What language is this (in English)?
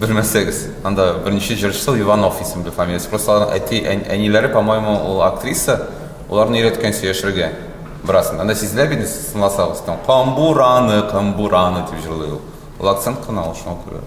Tatar